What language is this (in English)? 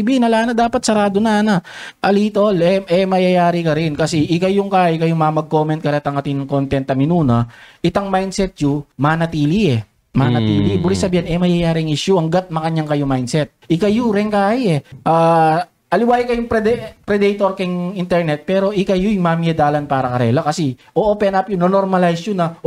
Pampanga